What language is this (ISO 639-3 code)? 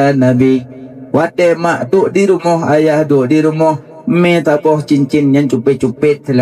ace